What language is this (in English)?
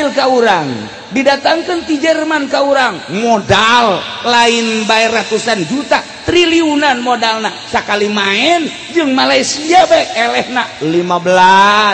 Sundanese